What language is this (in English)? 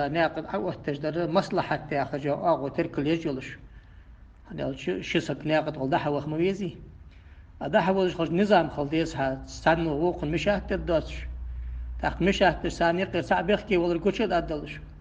Ingush